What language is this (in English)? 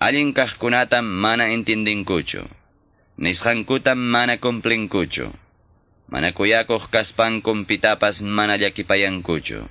Quechua